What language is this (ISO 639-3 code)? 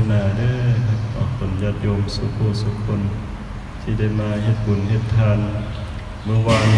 tts